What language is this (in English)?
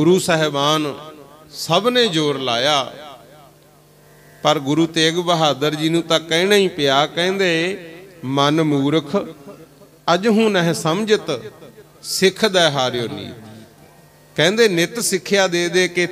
Punjabi